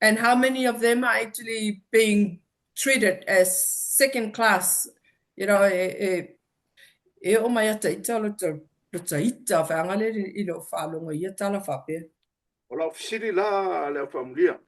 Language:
Samoan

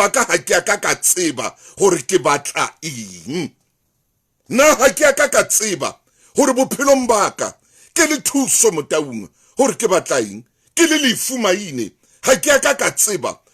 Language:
Southern Sotho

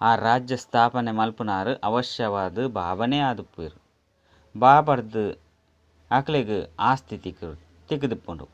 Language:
Tulu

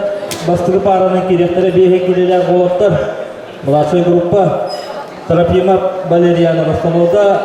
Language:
Yakut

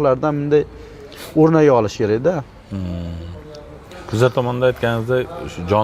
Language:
Uzbek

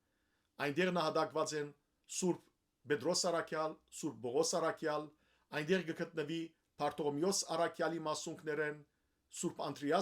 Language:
Western Armenian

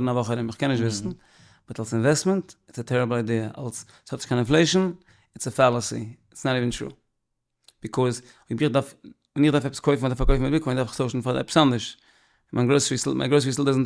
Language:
Yiddish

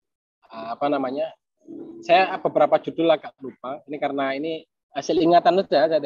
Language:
Indonesian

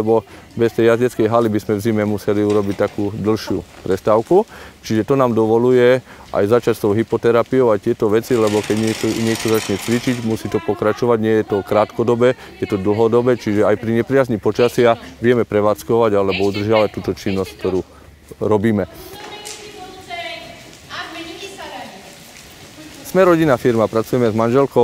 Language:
Slovak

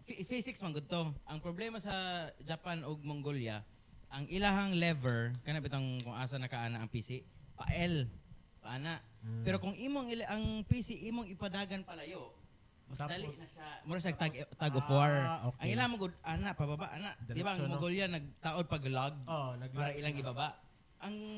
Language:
Cebuano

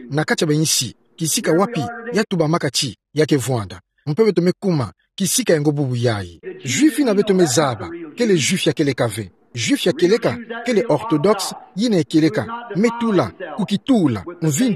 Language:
Kituba (Democratic Republic of Congo)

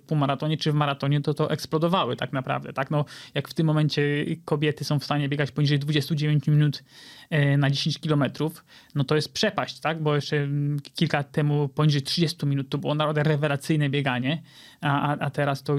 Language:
Polish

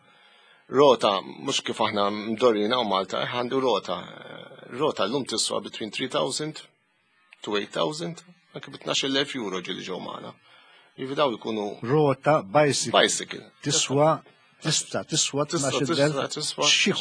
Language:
Maltese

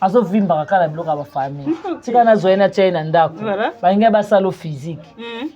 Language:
Lingala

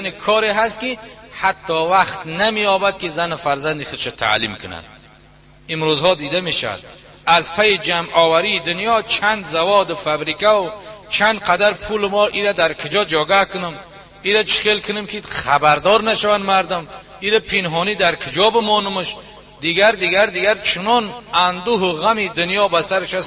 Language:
Tajik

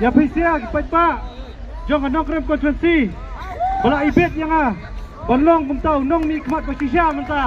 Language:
Khasi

